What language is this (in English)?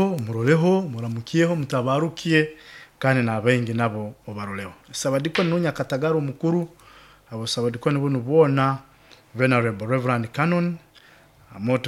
Nyoro